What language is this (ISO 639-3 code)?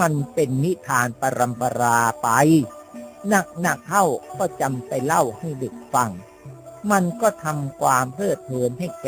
tha